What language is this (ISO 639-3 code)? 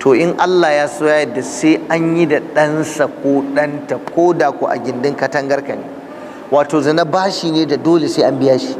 hau